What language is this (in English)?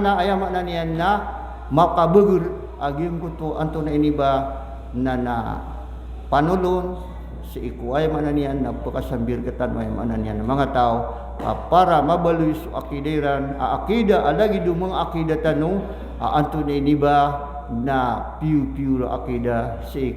Maranao